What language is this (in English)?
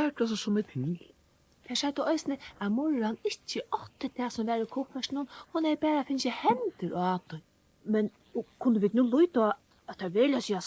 Faroese